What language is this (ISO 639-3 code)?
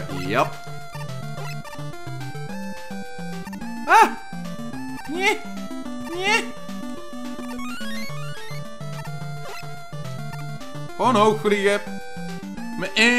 nld